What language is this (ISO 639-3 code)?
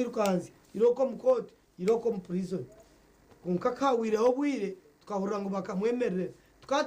nyn